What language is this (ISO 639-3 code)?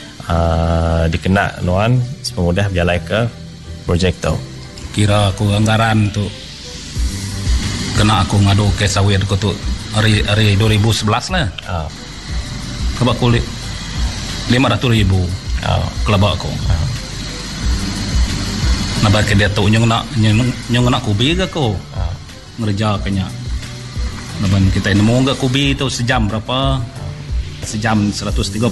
iba